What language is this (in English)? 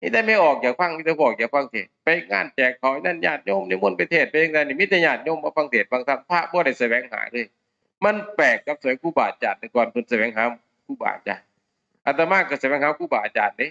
Northeastern Thai